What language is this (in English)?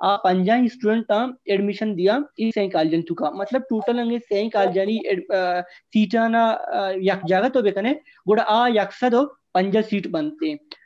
Baluchi